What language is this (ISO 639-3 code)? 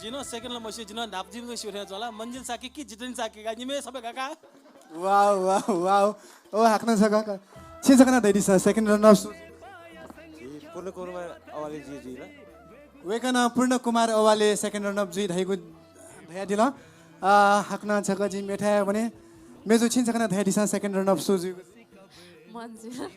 new